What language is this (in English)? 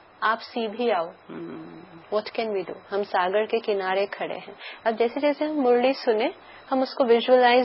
Hindi